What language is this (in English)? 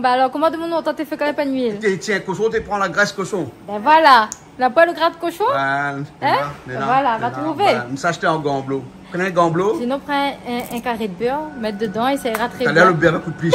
Réunion Creole French